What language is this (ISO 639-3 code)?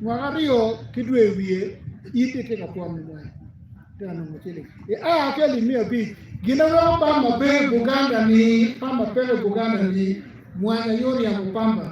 ach